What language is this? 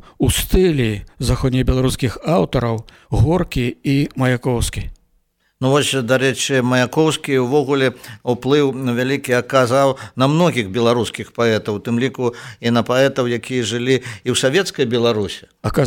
Belarusian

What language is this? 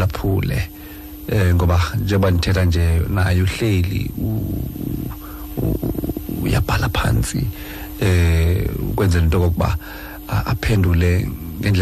Xhosa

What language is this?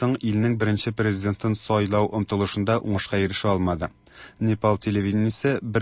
Tatar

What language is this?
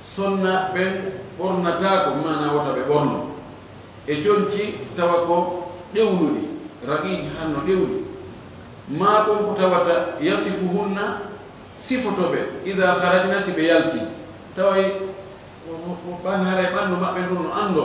Fula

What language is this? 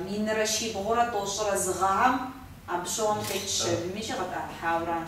Kabardian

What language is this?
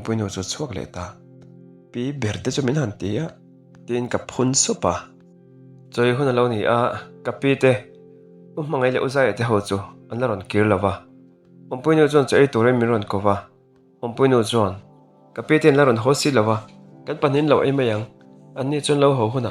Mizo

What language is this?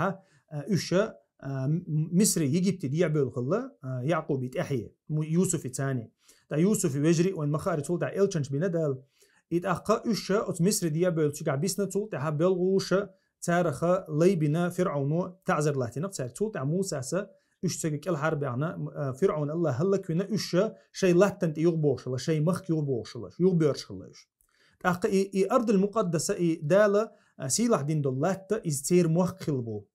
Chechen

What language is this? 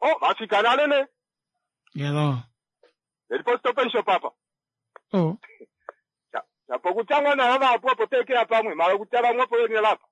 Kuanyama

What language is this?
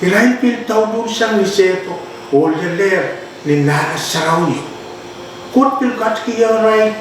Pohnpeian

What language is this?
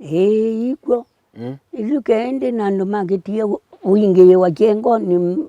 Kamba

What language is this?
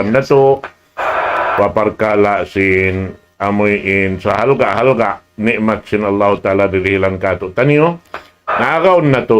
Tausug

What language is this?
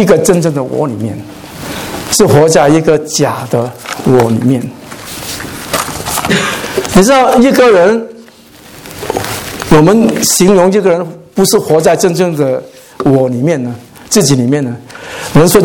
Chinese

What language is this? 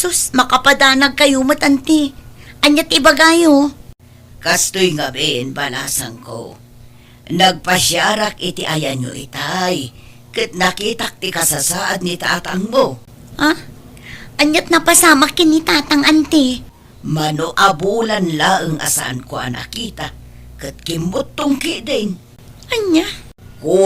Iloko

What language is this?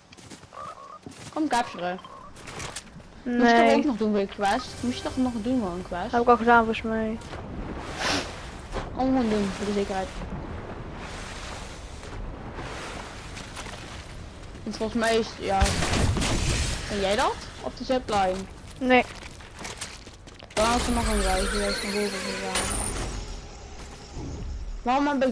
Dutch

